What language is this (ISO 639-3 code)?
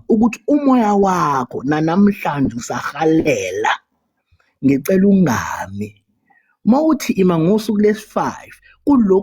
zul